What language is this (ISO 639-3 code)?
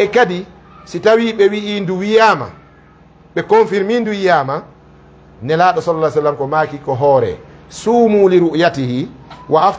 ful